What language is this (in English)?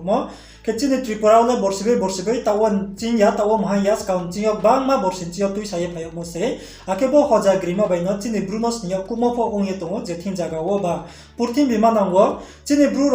Riang (India)